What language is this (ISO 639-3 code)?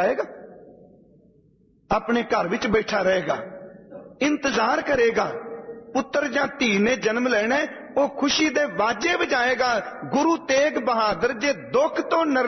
pan